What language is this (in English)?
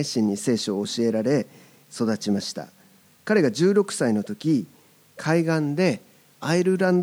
Japanese